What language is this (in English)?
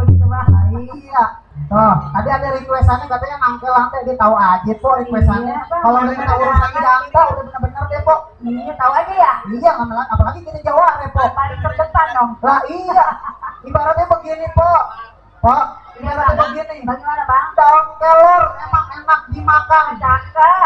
Betawi